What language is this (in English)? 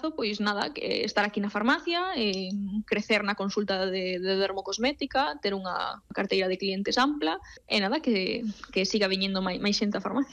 Galician